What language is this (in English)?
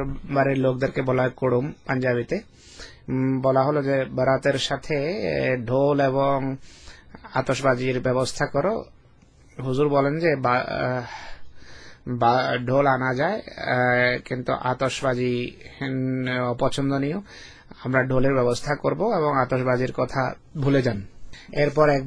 Bangla